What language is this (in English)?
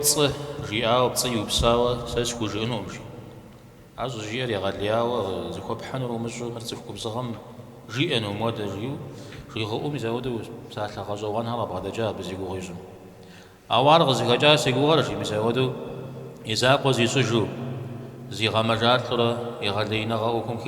Kabardian